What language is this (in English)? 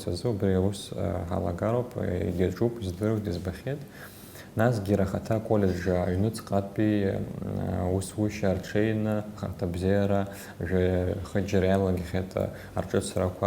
Abkhazian